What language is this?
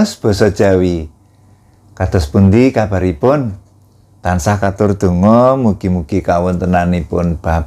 Javanese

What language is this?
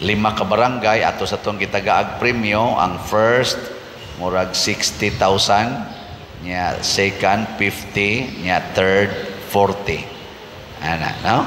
Cebuano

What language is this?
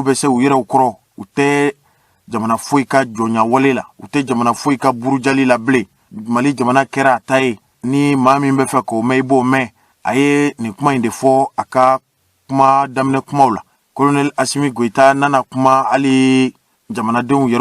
Bambara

